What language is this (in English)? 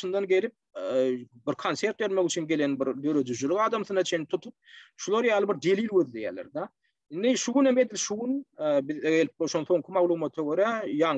Turkmen